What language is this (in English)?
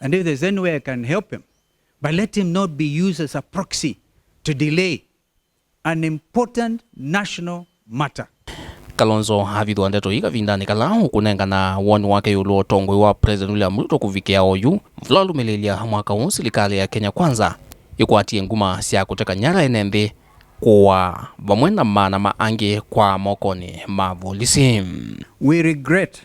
Kamba